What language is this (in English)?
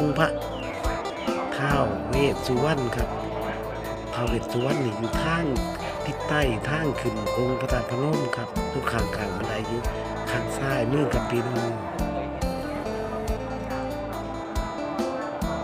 Thai